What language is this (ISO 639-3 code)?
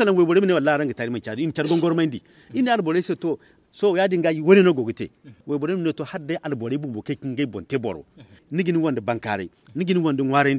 dje